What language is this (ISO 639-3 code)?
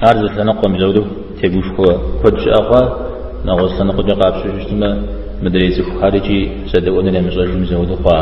kbd